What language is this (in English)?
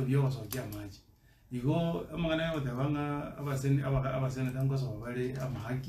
Gusii